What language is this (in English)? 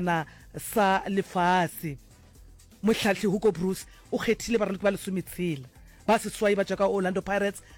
Northern Sotho